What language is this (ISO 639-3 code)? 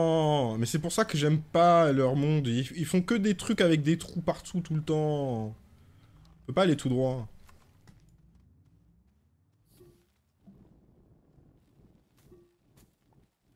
fra